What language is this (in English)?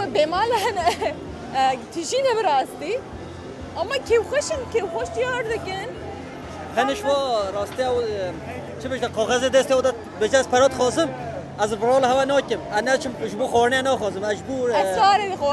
Kurdish